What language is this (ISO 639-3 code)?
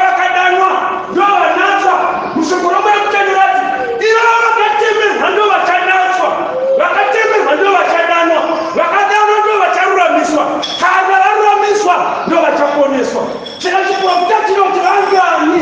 sna